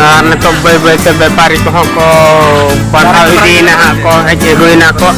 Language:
Santali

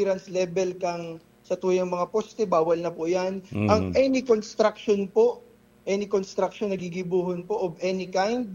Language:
Bikol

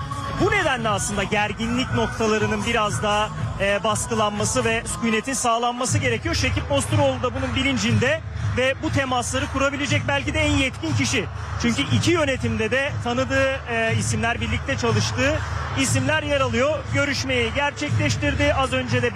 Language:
Turkish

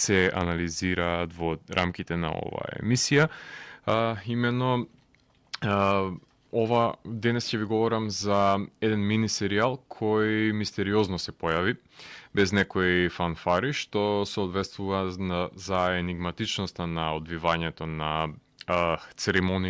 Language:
Macedonian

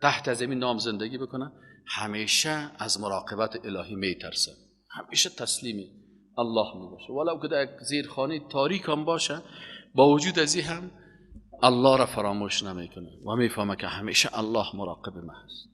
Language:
Persian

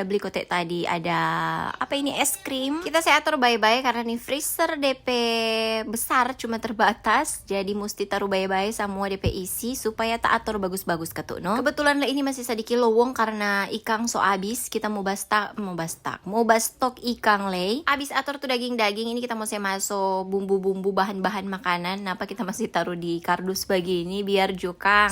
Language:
Manado Malay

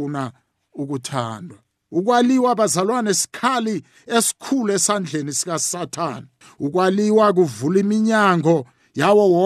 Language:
South Ndebele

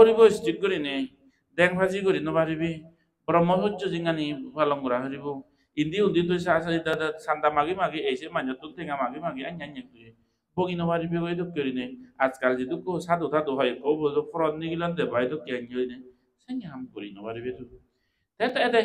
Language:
Chakma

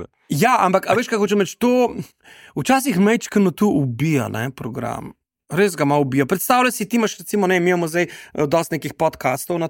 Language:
Slovenian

